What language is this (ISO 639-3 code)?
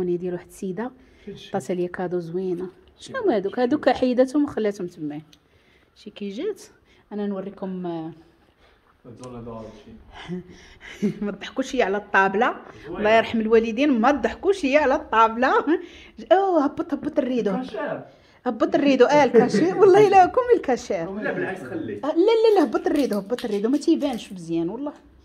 ary